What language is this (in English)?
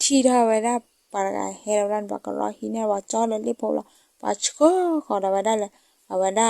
S'gaw Karen